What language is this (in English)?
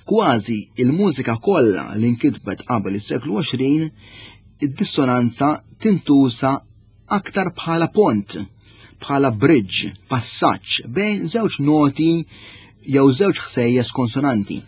Maltese